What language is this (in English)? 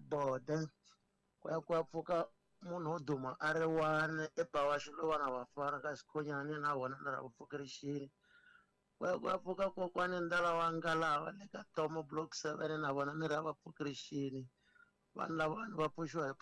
Tsonga